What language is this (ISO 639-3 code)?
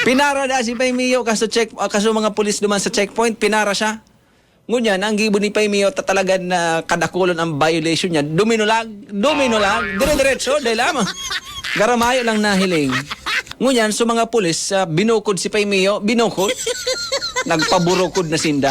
bik